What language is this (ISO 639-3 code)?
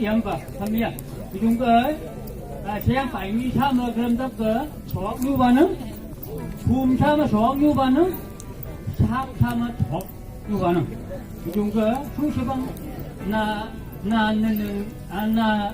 nph